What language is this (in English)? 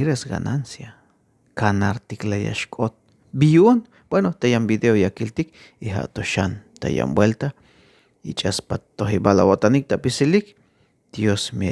Tzeltal